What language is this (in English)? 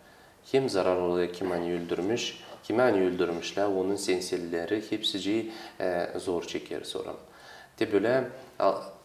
Gagauz